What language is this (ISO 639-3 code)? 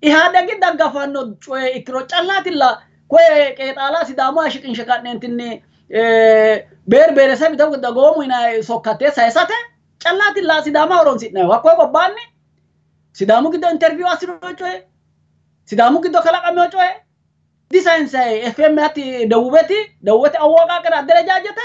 sid